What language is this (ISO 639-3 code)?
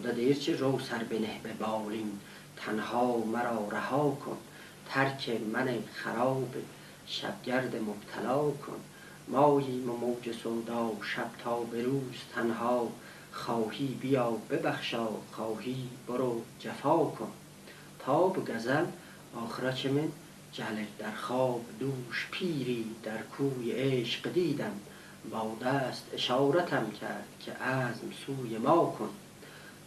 azb